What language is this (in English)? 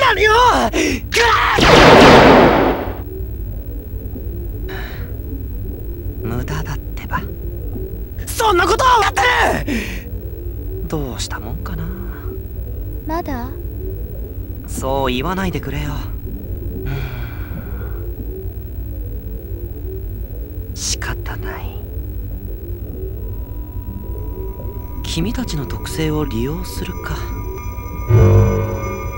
Japanese